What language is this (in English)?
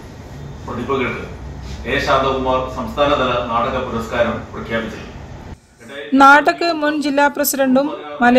Malayalam